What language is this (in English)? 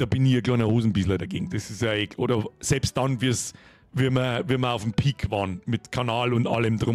Bavarian